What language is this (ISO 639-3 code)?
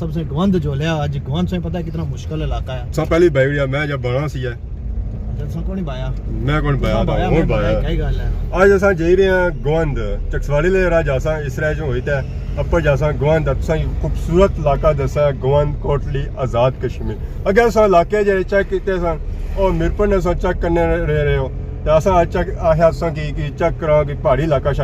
phr